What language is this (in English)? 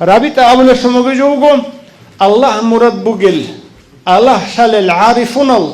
Avaric